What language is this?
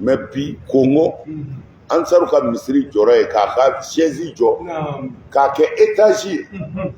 Bambara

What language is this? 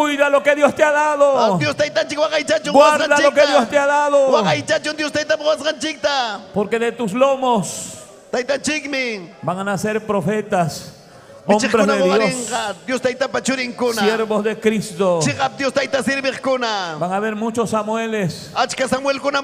Ayacucho Quechua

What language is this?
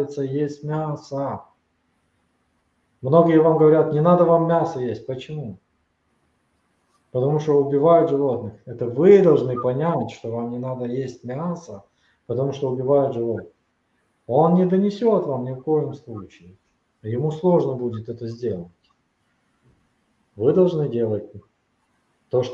Russian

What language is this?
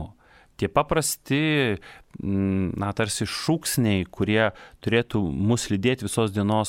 Lithuanian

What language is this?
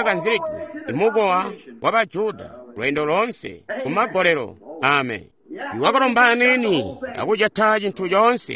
Tonga (Zambia)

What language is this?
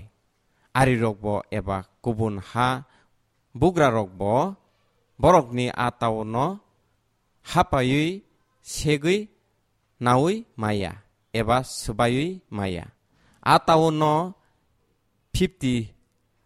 Kok Borok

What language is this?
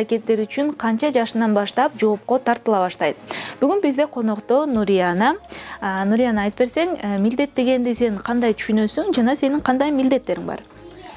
Kyrgyz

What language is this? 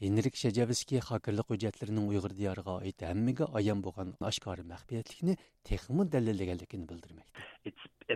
Uyghur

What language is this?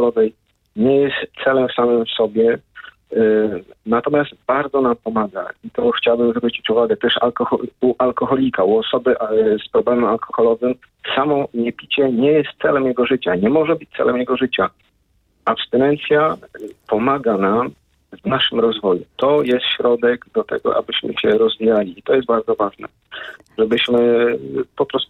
Polish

